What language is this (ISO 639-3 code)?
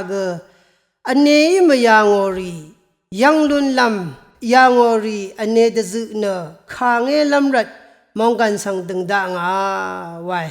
raw